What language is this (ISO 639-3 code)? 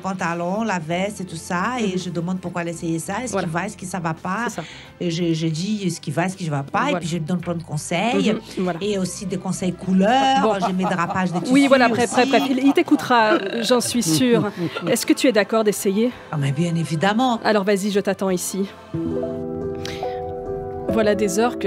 fra